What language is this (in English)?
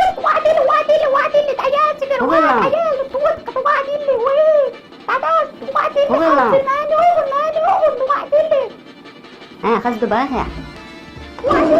Chechen